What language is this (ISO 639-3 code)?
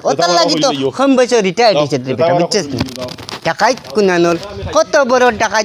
syl